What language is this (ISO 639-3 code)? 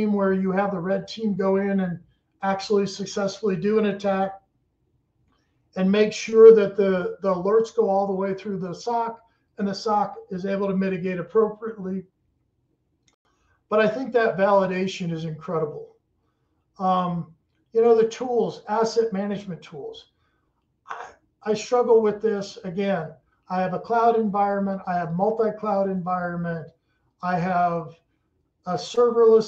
eng